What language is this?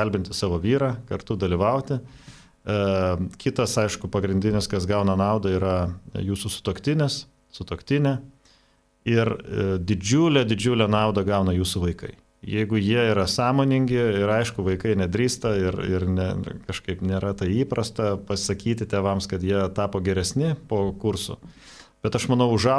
Lithuanian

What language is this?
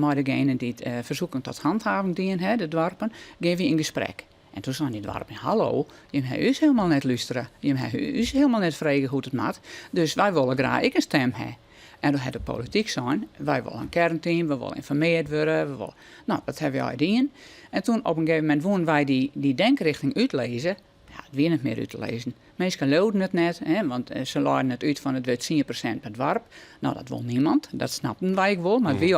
Western Frisian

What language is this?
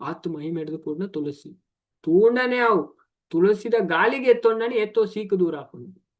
Tulu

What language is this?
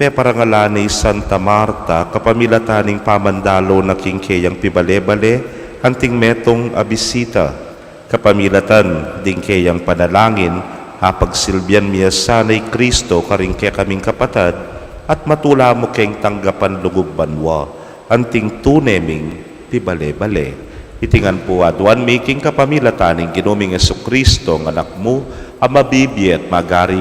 Pampanga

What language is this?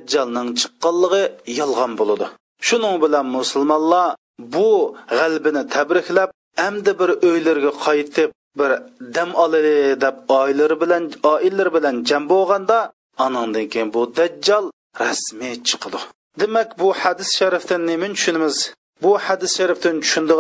Uyghur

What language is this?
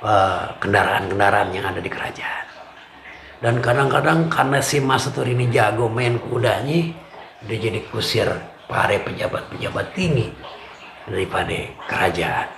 Betawi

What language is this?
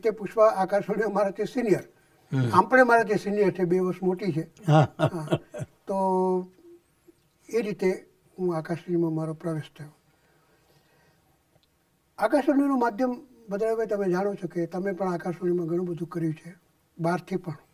Gujarati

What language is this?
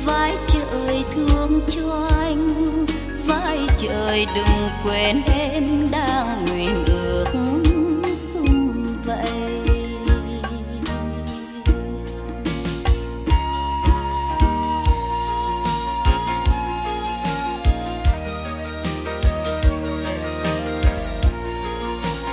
Vietnamese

